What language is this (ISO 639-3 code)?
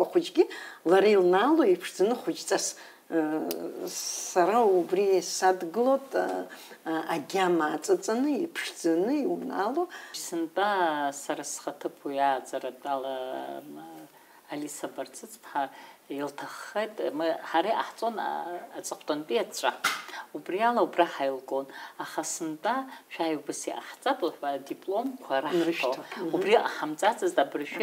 abk